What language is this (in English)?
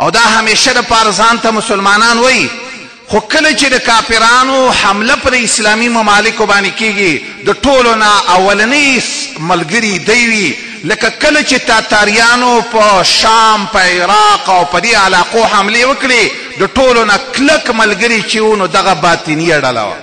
Pashto